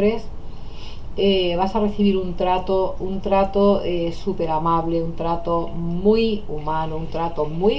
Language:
Spanish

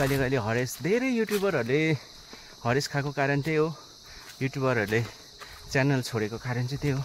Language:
Nepali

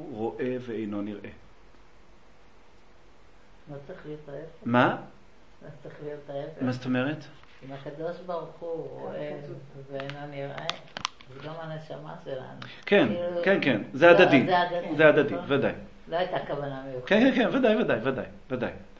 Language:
Hebrew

